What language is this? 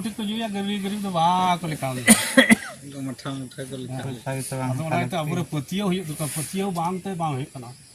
Santali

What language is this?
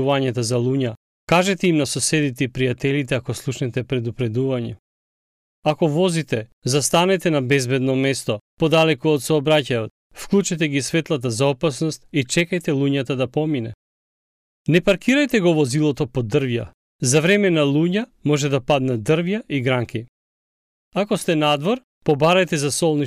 Macedonian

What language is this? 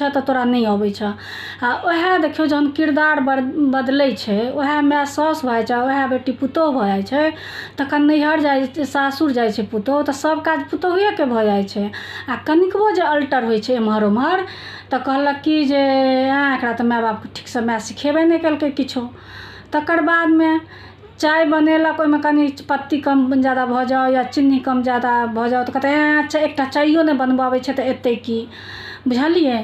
Maithili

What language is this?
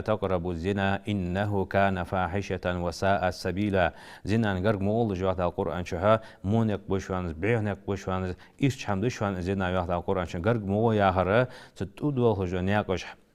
Ingush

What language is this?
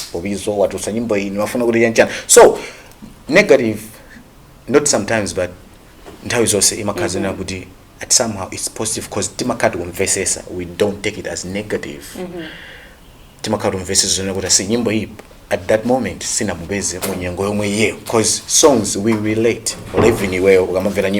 Nyanja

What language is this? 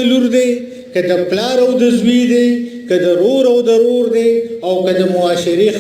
Pashto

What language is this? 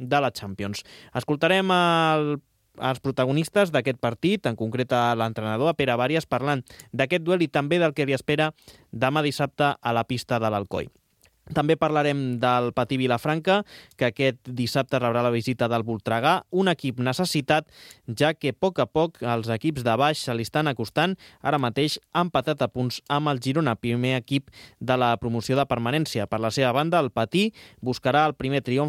Catalan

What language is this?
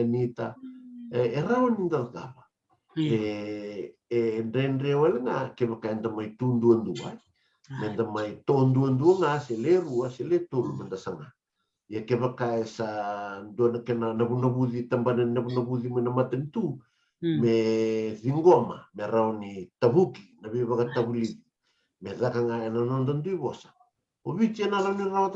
Fijian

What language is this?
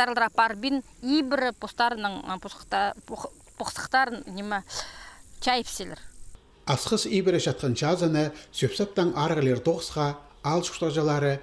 Khakas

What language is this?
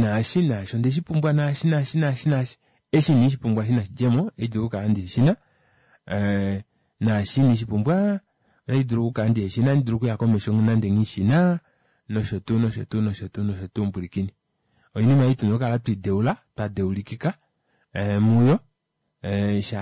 Kuanyama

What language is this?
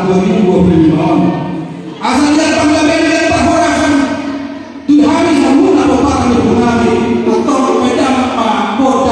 Batak Toba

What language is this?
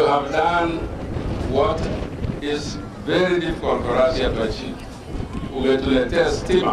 Gusii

